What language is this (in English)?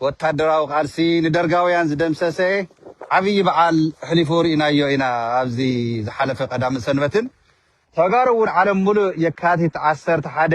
Tigrinya